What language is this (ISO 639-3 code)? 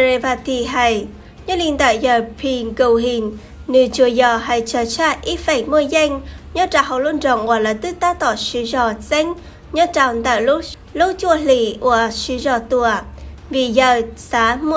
hmn